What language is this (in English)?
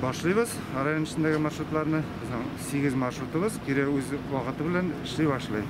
Tatar